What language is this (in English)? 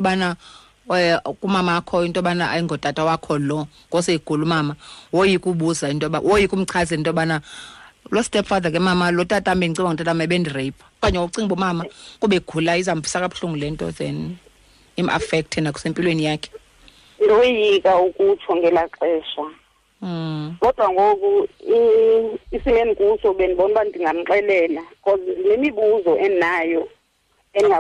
Xhosa